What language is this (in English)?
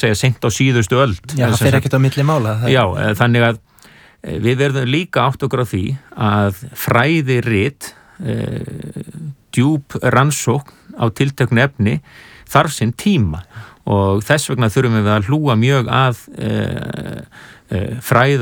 Icelandic